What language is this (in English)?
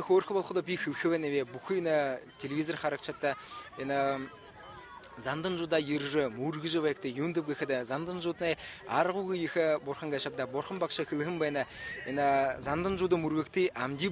Buriat